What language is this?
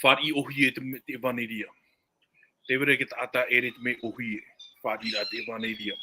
Tahitian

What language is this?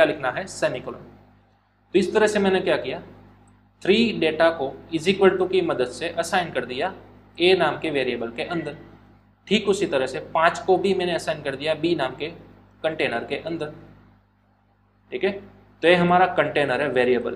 Hindi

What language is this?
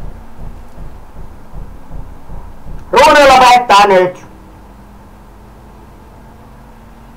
Finnish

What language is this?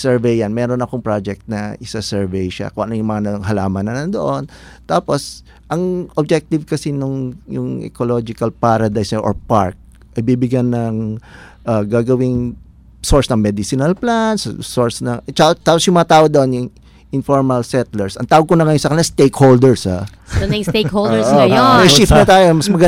Filipino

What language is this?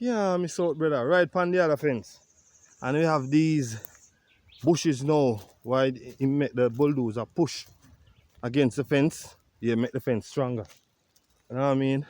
Jamaican Creole English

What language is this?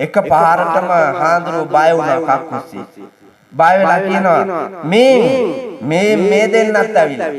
Sinhala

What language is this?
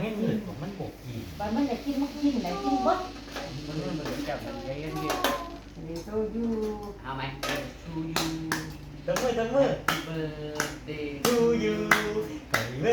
Northeastern Thai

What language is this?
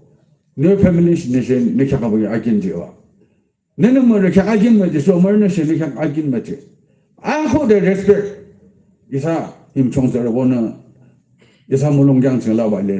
Yimchungru Naga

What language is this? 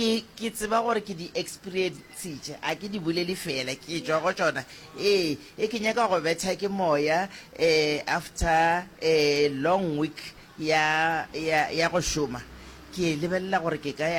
Northern Sotho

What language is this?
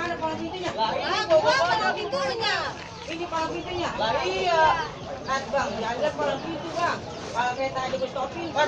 Betawi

